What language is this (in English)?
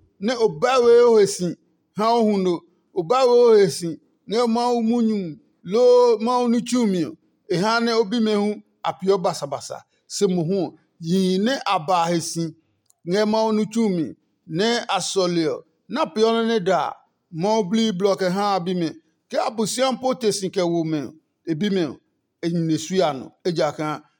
Adangme